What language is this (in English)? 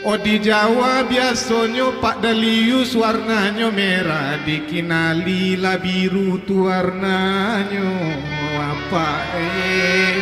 Minangkabau